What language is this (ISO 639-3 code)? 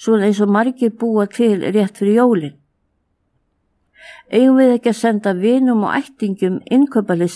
isl